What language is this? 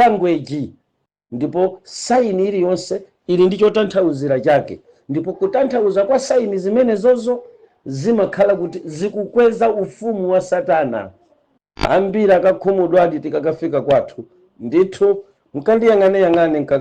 Nyanja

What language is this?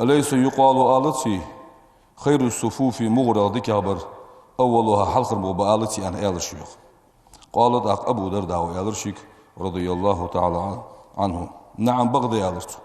Ingush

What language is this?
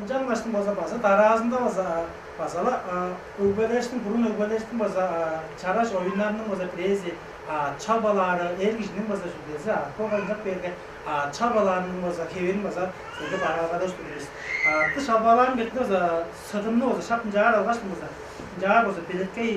Tuvinian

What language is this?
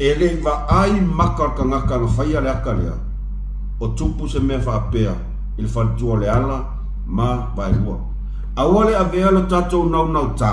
Samoan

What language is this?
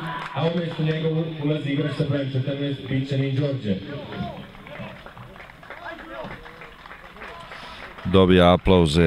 Serbian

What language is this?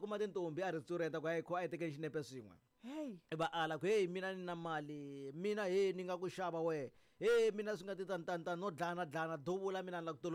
Tsonga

